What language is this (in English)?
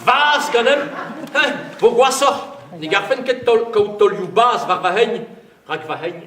Breton